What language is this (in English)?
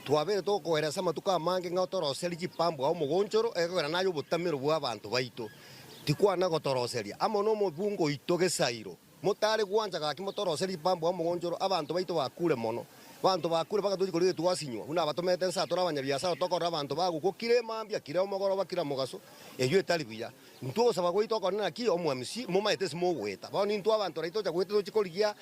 Gusii